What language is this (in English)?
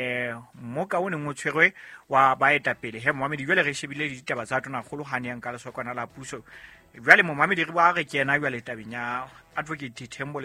Southern Sotho